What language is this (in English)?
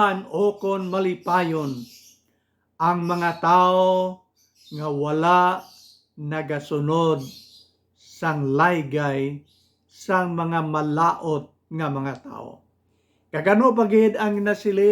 Hiligaynon